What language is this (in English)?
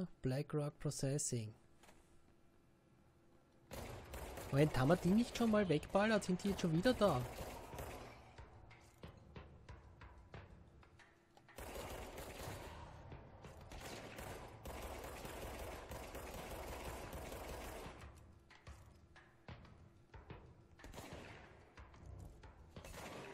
German